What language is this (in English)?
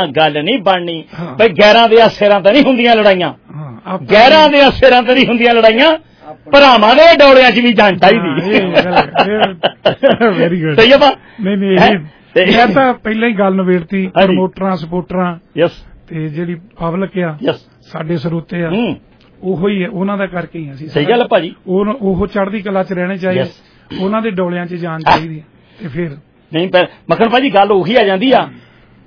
Punjabi